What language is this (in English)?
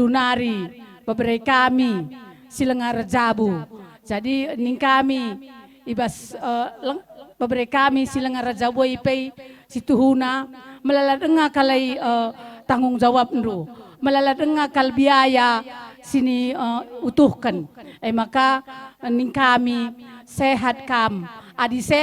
Batak Karo